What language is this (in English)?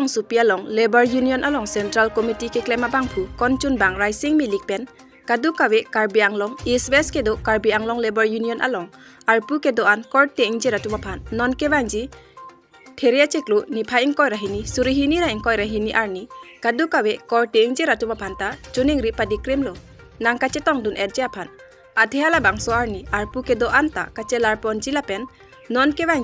Karbi